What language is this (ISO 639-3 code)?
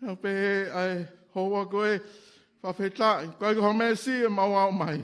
ton